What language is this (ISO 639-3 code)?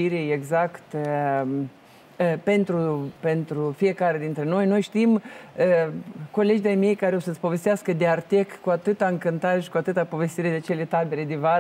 ron